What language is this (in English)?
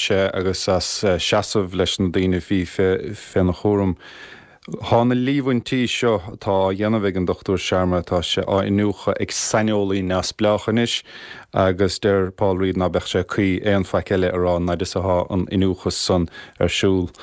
Irish